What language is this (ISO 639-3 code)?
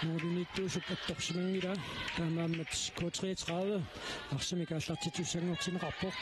kal